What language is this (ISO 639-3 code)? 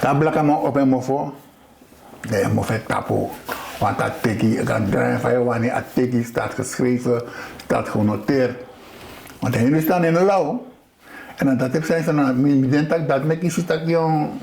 srn